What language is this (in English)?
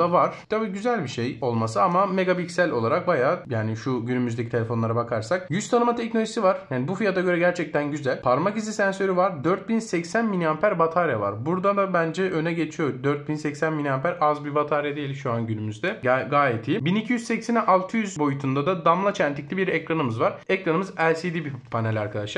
Turkish